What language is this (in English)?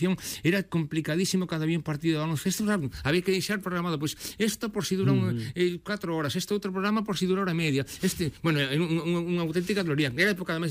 Galician